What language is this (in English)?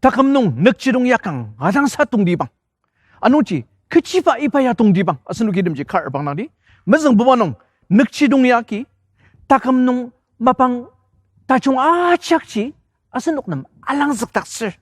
Ao Naga